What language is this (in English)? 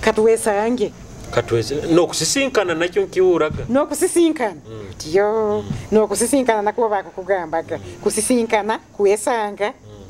Nyoro